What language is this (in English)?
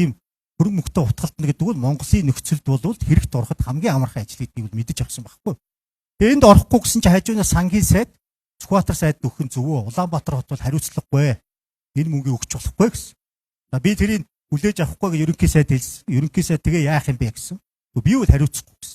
Mongolian